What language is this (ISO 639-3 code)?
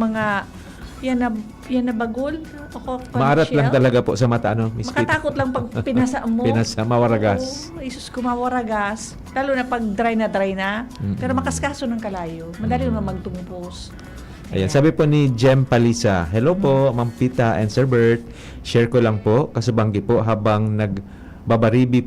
bik